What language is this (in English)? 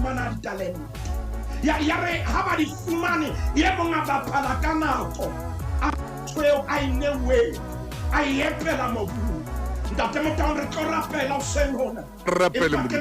Southern Sotho